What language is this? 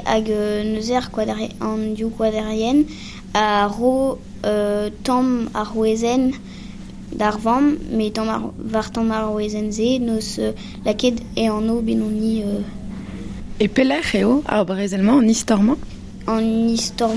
Breton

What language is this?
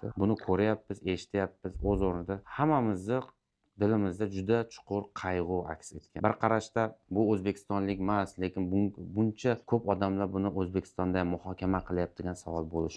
Uzbek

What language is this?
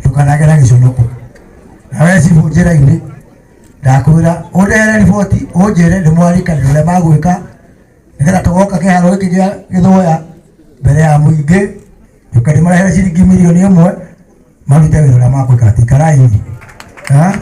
Kikuyu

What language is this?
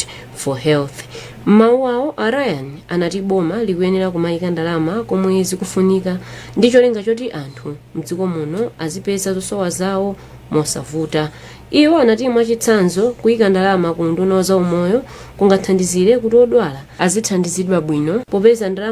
Nyanja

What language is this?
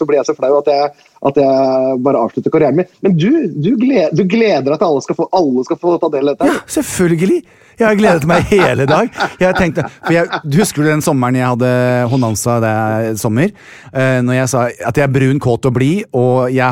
Norwegian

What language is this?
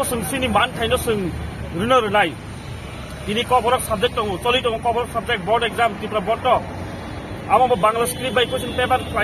Kok Borok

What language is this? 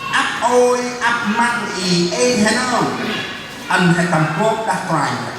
Central Mnong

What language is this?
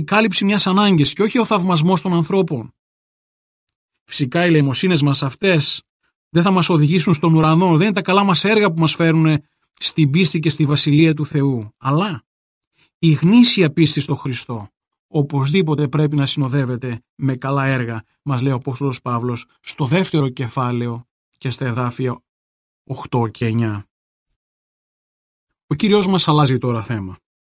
Greek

